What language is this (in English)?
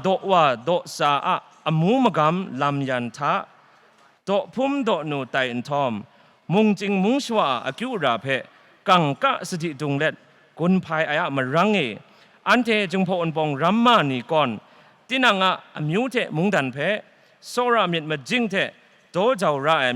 Kachin